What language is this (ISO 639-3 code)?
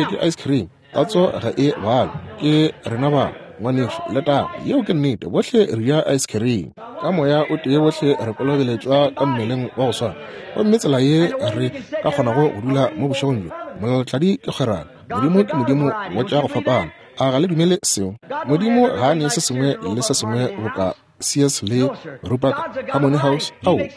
nso